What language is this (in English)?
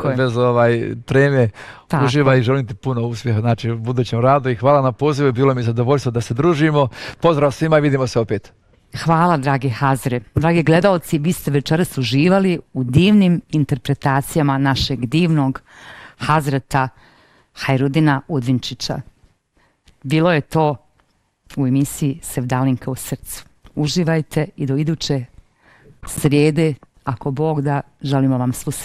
Bosnian